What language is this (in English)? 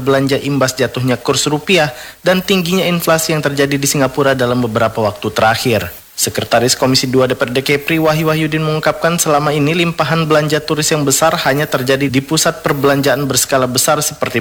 Indonesian